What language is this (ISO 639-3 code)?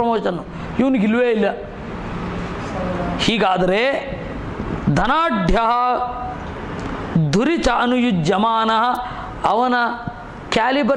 kan